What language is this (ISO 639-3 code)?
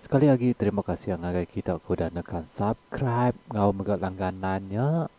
iba